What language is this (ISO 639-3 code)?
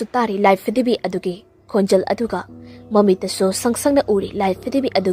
mni